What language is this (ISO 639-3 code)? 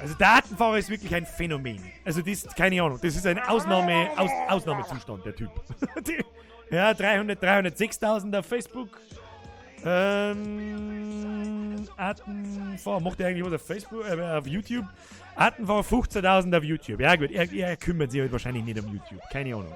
bar